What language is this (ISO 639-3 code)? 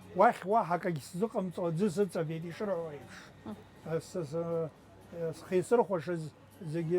abk